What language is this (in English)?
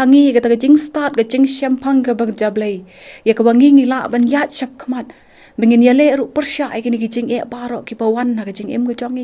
Khasi